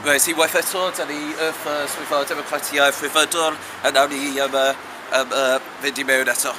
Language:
Welsh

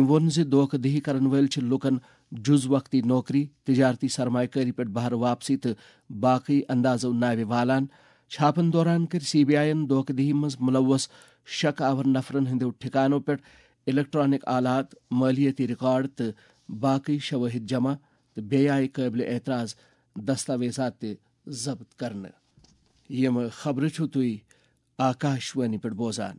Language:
Kashmiri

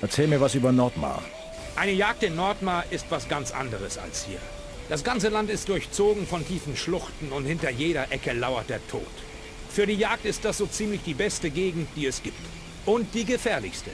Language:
Bavarian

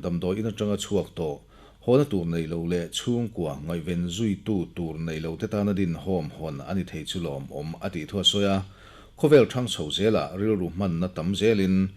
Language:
Mizo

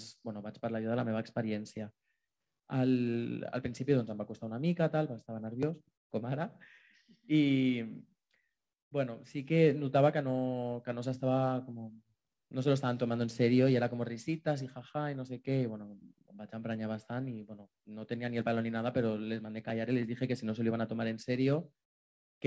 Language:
Catalan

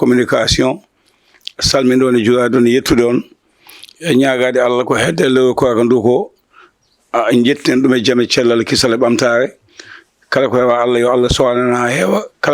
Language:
Fula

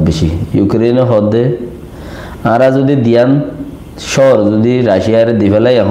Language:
Rohingya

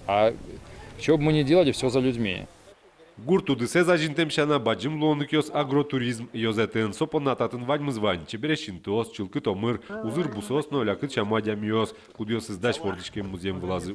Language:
Udmurt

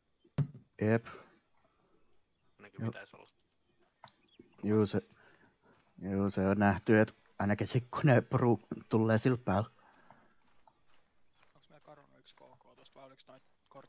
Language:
Finnish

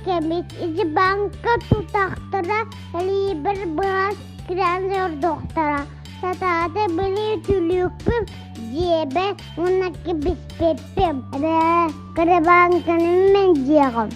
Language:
Yakut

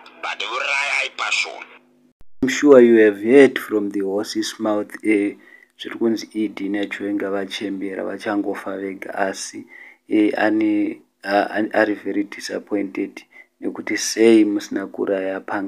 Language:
Shona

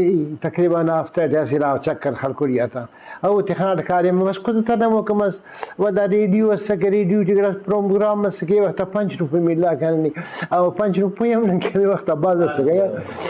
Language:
Brahui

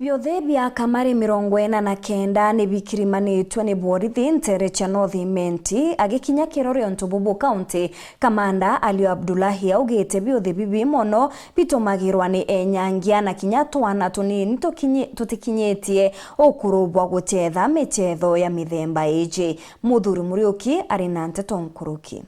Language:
Meru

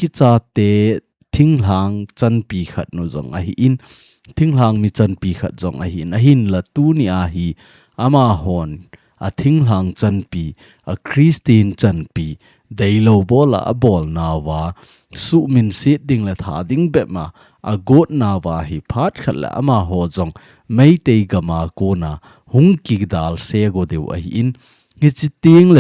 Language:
Thado Chin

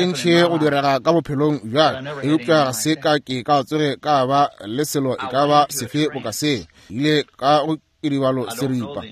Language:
Northern Sotho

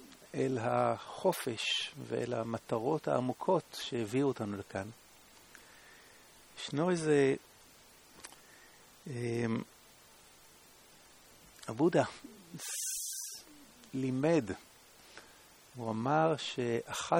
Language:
Hebrew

